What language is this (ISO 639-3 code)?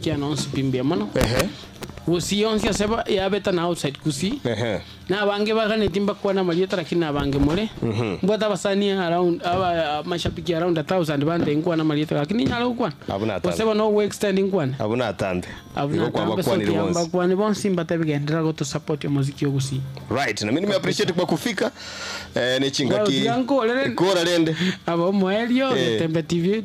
guz